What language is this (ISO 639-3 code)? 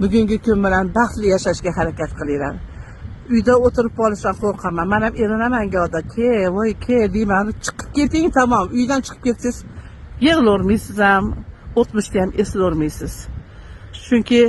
uzb